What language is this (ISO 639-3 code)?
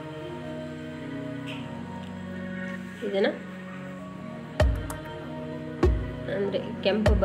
kan